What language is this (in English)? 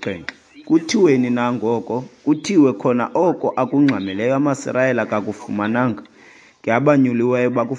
Xhosa